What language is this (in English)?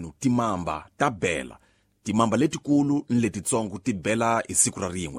Tsonga